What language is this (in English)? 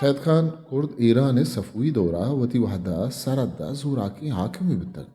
Eastern Balochi